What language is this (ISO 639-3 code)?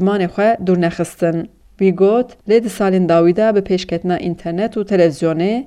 kur